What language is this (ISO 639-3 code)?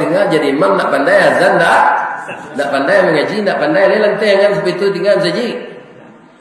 min